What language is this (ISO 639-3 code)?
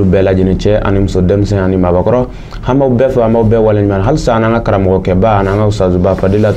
bam